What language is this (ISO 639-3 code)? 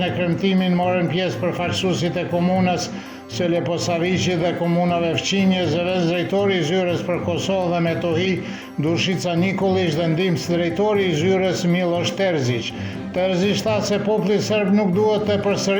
sqi